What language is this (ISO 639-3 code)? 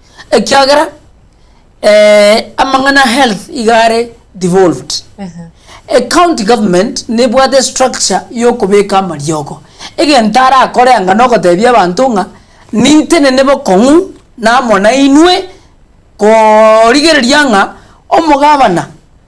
guz